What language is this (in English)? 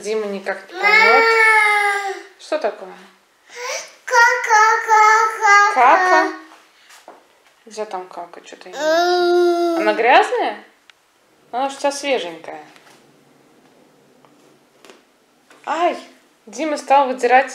Russian